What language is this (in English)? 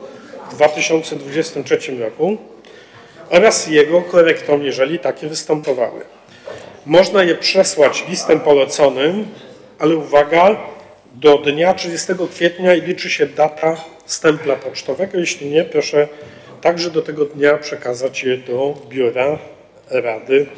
Polish